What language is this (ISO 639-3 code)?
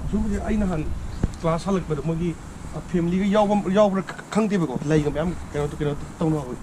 mni